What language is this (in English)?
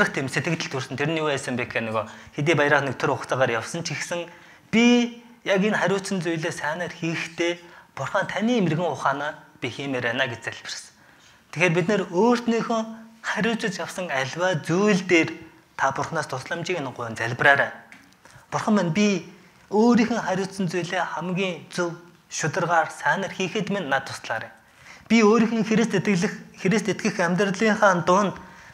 Mongolian